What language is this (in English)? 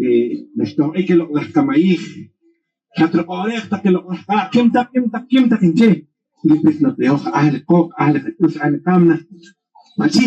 Poqomchi'